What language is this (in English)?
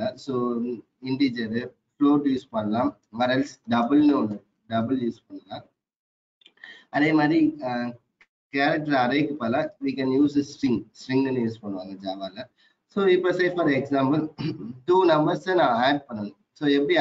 Tamil